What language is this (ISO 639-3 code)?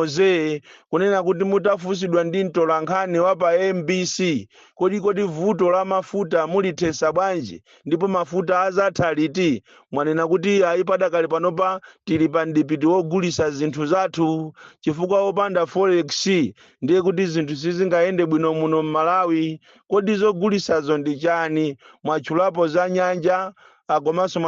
nya